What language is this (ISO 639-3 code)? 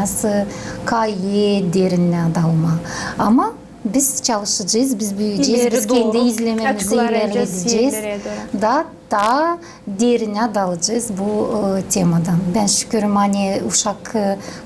gag